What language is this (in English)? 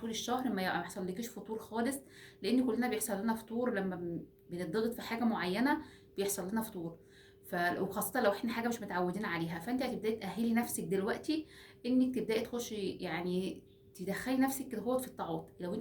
Egyptian Arabic